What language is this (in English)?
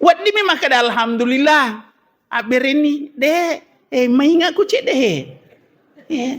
Buginese